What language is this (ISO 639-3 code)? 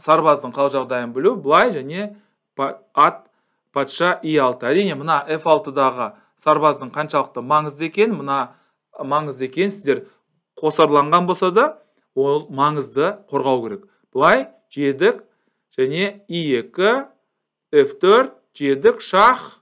kaz